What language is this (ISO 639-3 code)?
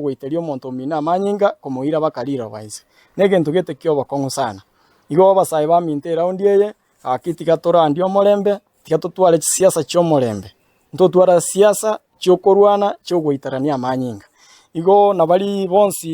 guz